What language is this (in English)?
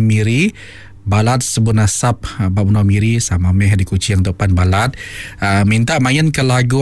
Iban